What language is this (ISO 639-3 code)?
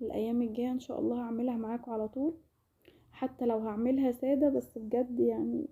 arz